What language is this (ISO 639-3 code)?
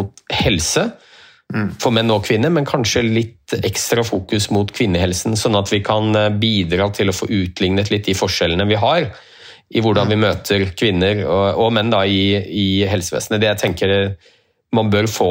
nor